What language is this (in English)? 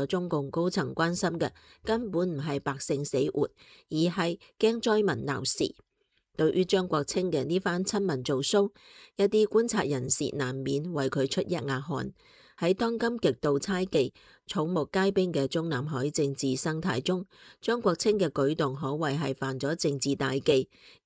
Cantonese